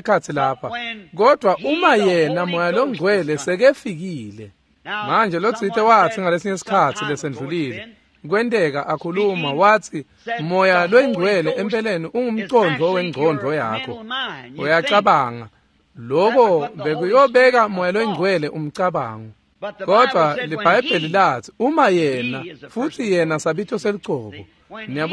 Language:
Swati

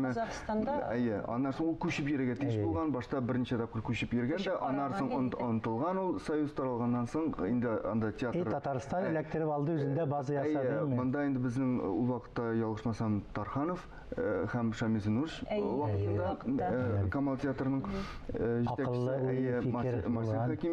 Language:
Tatar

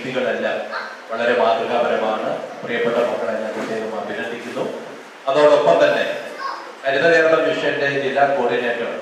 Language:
Malayalam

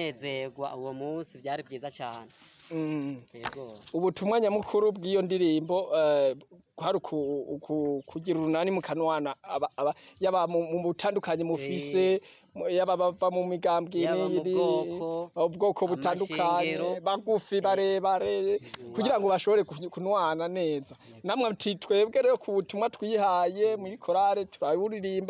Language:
Rundi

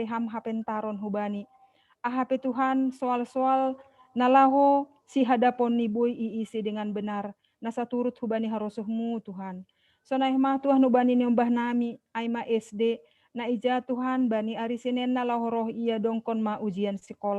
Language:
Batak Simalungun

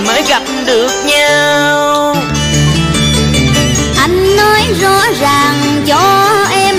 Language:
Vietnamese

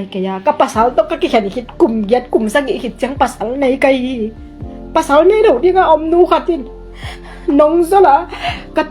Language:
Tedim Chin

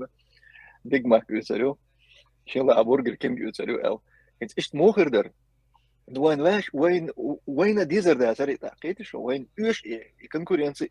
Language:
Chechen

